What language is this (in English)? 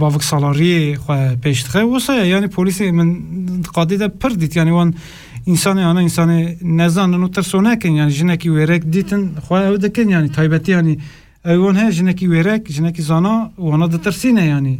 Kurdish